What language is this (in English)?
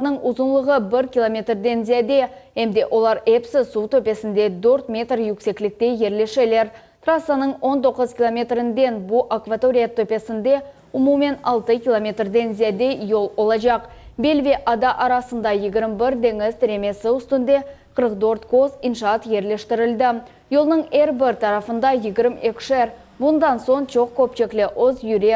Crimean Tatar